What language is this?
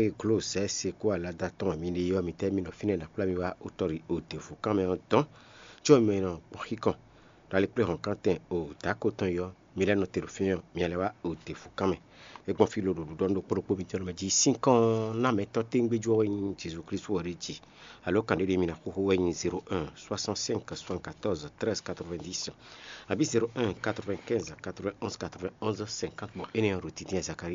Fon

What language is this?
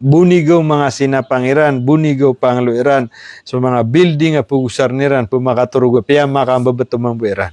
Maranao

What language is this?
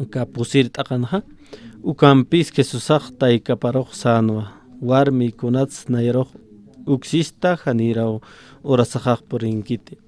Aymara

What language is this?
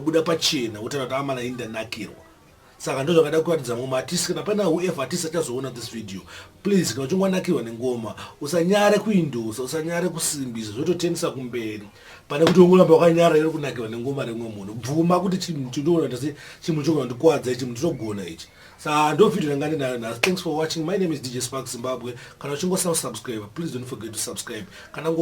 Shona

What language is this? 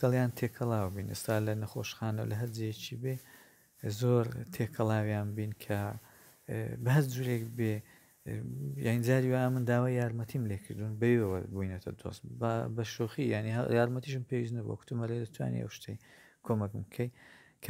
Central Kurdish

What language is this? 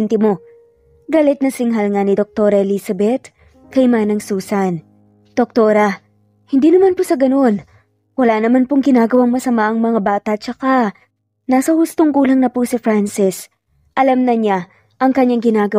Filipino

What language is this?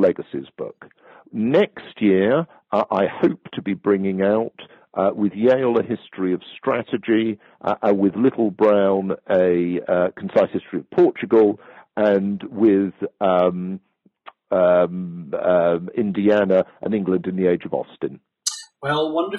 English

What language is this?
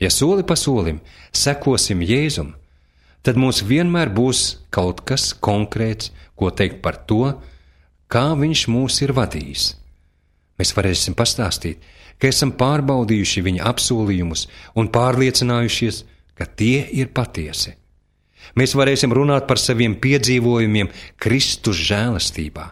Latvian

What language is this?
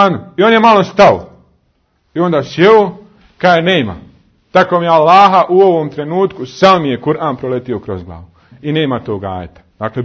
Bosnian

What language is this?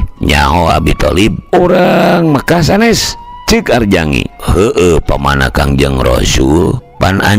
Sundanese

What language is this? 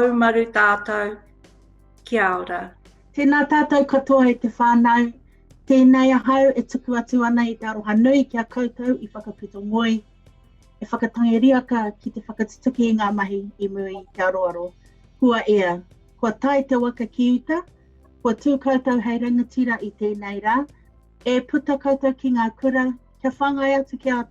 Māori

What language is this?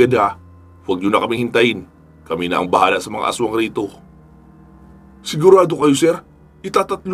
Filipino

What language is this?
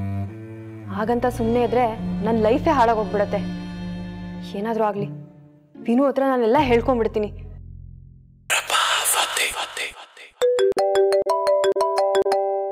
Kannada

